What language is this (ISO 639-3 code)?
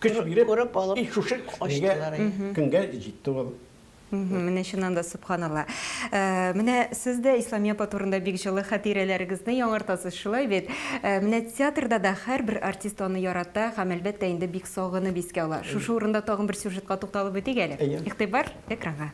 tat